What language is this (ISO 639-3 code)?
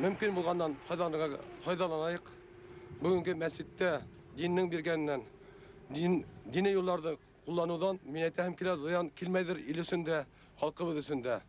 bak